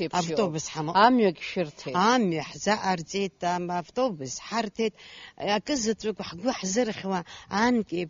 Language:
Abkhazian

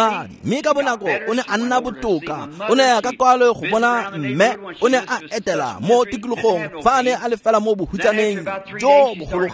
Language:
Tswana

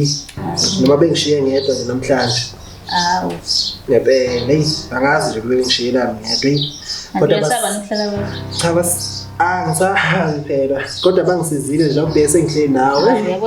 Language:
Zulu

